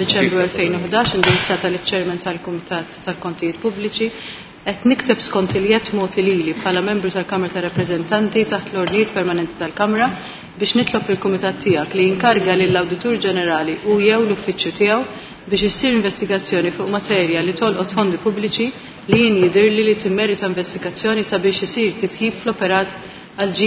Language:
Maltese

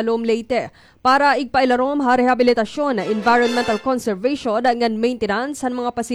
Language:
Waray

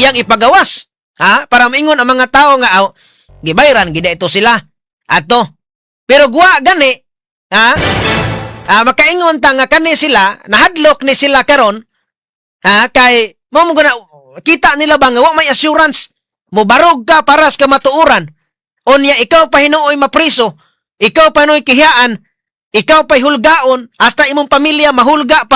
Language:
Cebuano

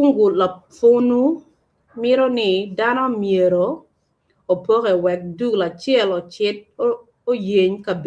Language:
Acoli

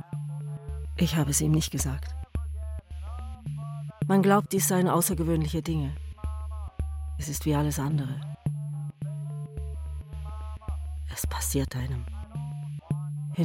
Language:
German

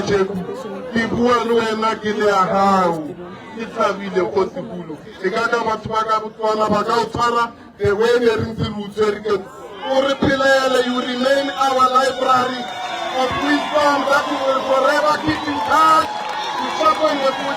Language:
Tswana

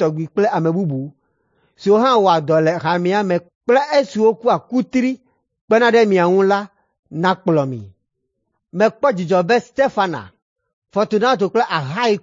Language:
Ewe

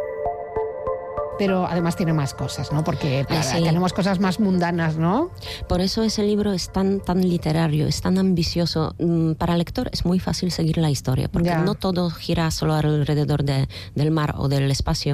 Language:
Spanish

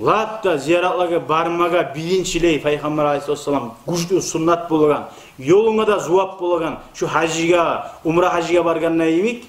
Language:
Kumyk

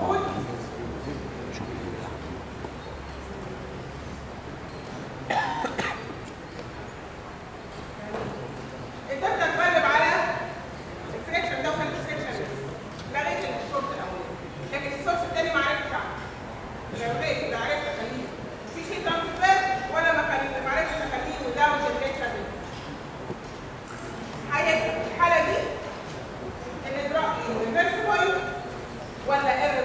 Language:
Egyptian Arabic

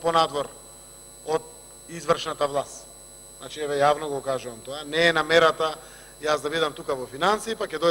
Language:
Macedonian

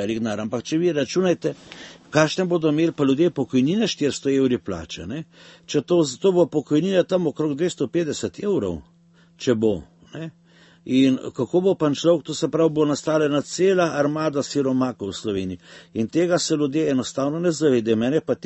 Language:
Slovenian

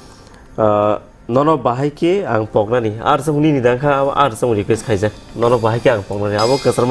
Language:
Kok Borok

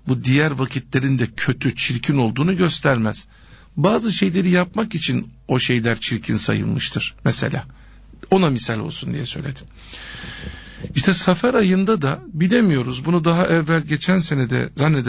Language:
Turkish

